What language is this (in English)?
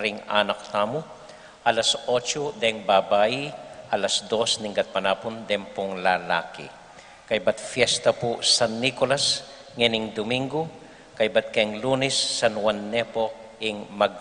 Pampanga